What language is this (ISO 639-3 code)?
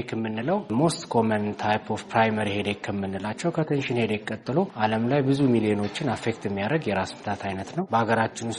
amh